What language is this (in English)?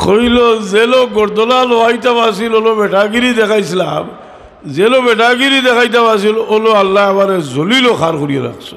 Sylheti